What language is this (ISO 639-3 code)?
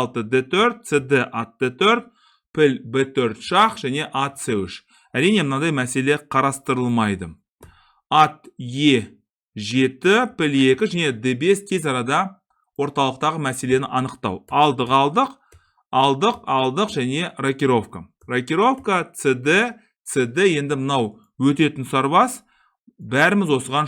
kaz